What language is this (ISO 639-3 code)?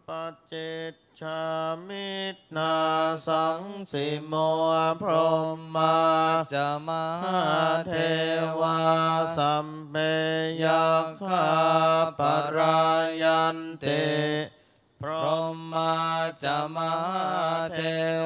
pli